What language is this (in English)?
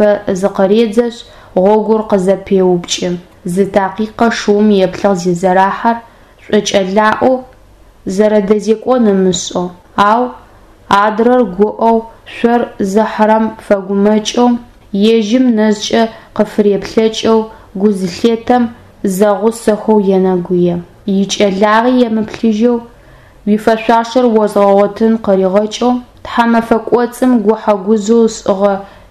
Adyghe